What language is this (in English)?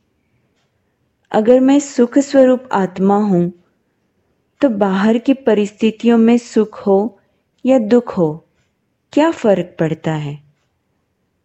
Hindi